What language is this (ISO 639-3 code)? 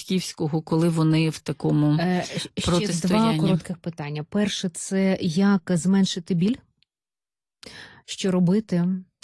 ukr